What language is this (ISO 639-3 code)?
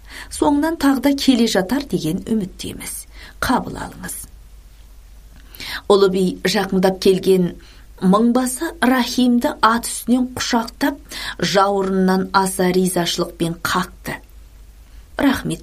kaz